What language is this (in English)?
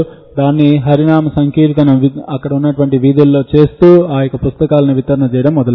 Telugu